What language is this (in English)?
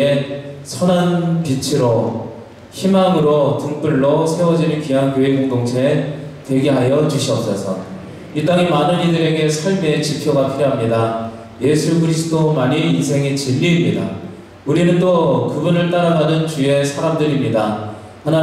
Korean